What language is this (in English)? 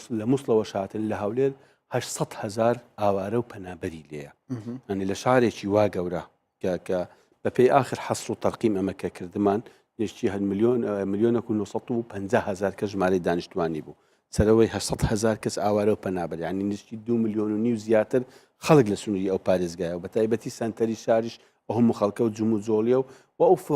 Central Kurdish